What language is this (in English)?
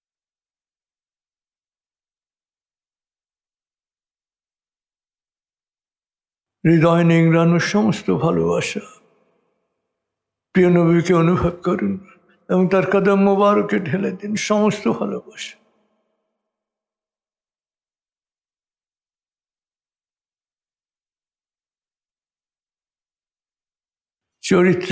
Bangla